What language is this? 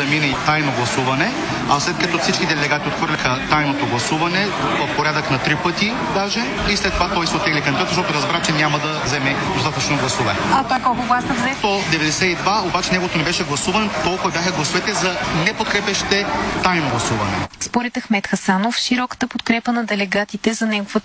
Bulgarian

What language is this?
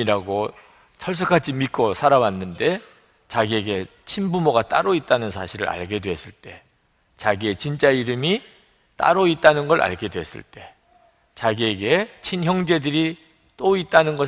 Korean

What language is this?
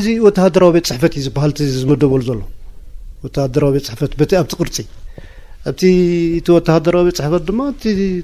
Tigrinya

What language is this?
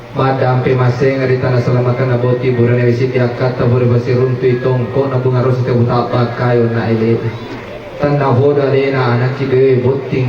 Buginese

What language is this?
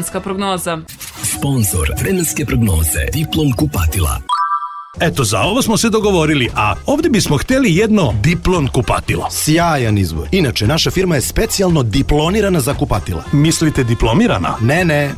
Serbian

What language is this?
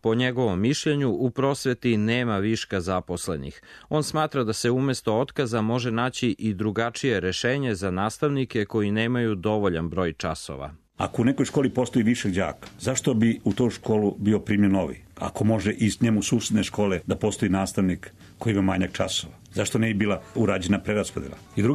Serbian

